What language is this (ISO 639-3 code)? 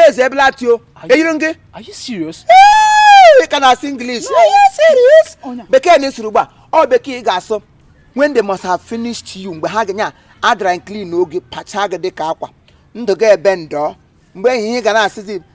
ibo